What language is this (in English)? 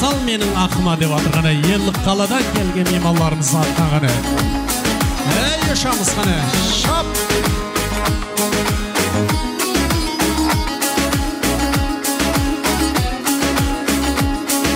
Kara-Kalpak